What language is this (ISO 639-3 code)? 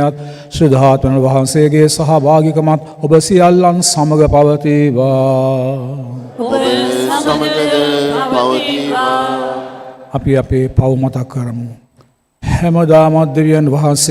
sin